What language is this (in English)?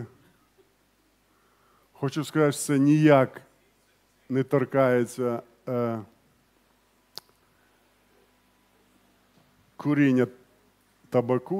Ukrainian